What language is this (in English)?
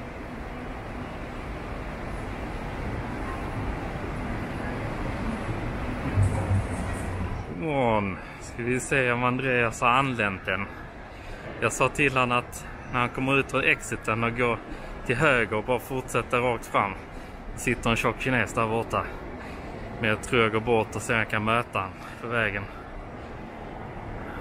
Swedish